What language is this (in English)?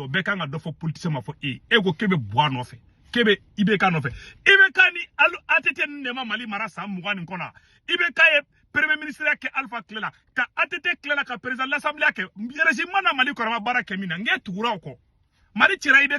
Bambara